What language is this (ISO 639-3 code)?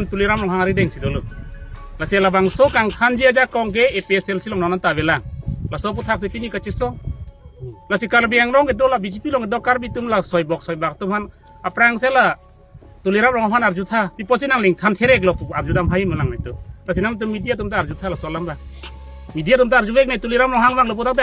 mjw